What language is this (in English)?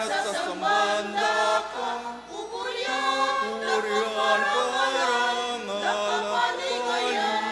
Pampanga